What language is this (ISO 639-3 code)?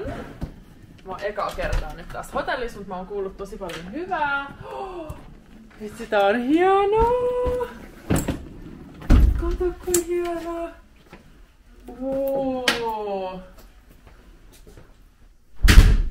fin